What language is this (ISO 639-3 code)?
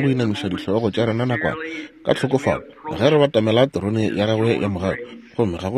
nso